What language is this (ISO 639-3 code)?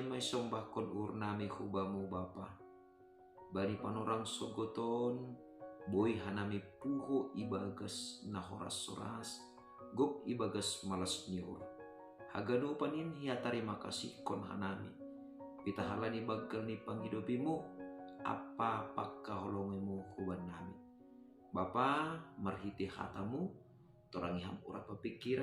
bts